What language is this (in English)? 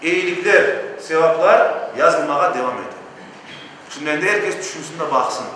Crimean Tatar